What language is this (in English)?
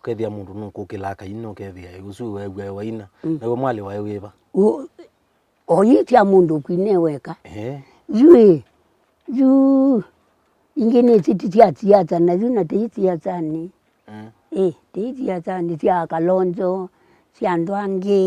Kamba